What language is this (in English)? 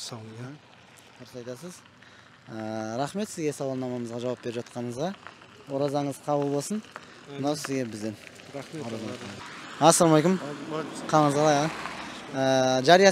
Kazakh